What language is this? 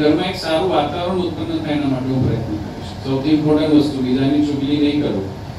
Gujarati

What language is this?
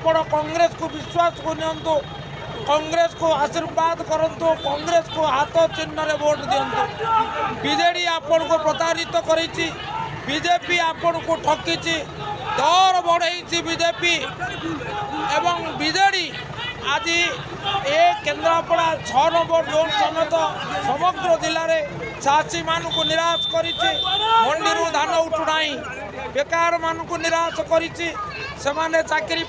Odia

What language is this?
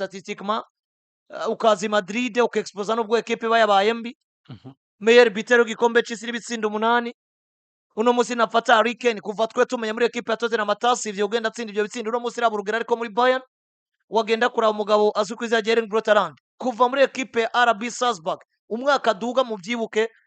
Rundi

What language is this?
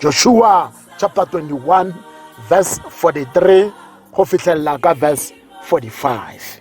Tswana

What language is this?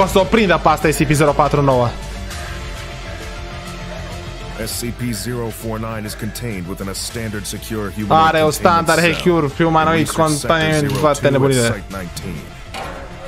Romanian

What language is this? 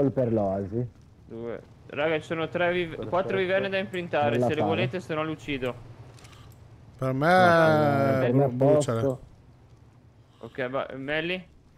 Italian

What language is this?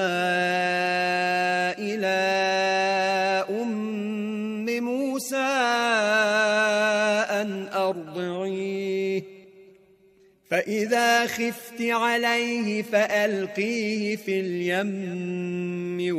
Arabic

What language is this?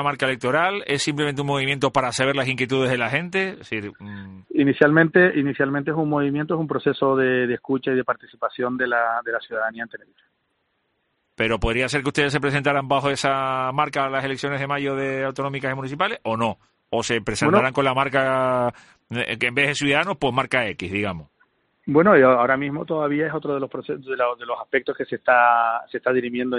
Spanish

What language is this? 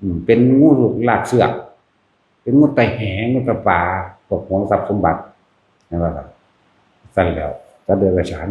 Northeastern Thai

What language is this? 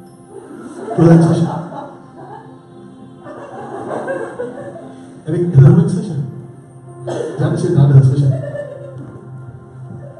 Danish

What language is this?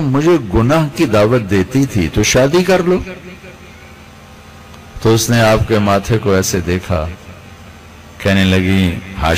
Urdu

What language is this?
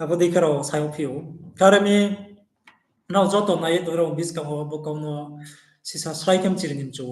Riang (India)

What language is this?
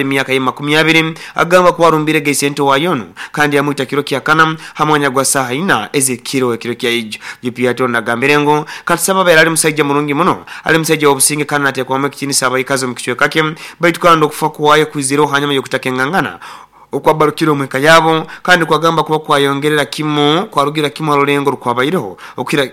Nyoro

